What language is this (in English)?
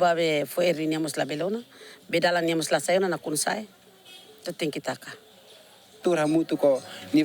Tetum